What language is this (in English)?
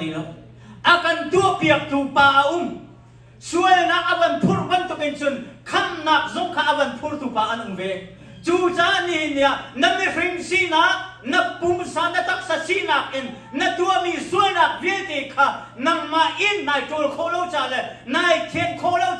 Hakha Chin